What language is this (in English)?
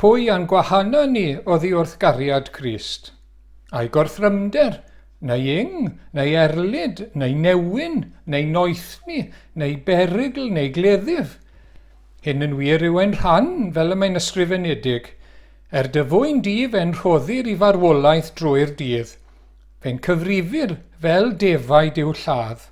Welsh